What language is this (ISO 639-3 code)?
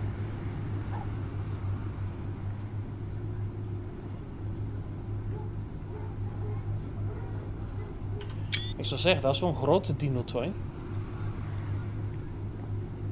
nld